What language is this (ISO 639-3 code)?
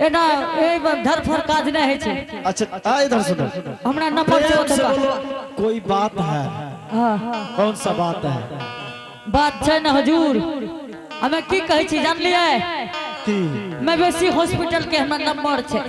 anp